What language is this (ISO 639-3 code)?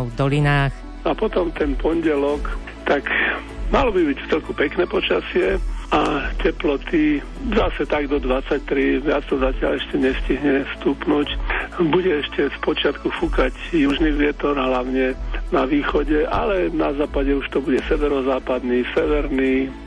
slk